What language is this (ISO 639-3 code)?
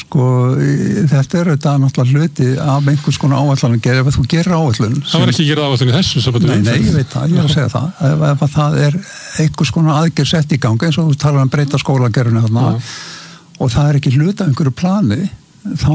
isl